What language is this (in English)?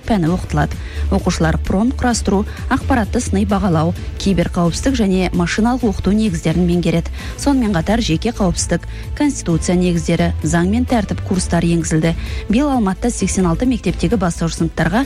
Kazakh